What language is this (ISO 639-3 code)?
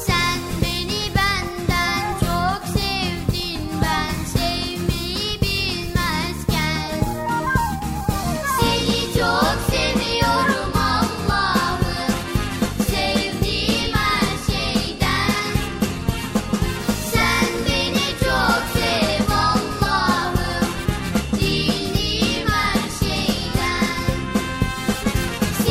tur